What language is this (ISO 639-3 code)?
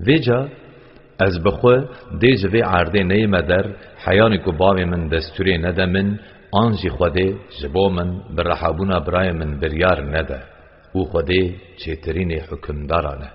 kur